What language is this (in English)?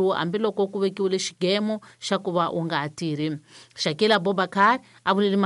Tsonga